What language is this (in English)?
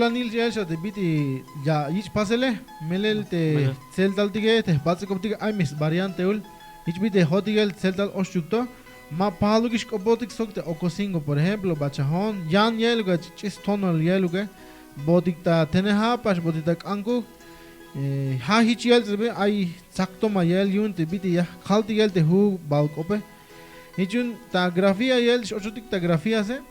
Tzeltal